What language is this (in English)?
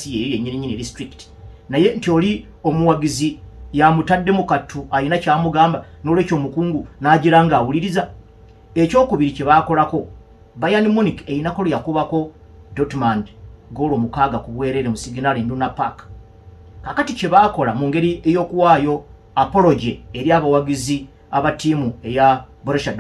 Ganda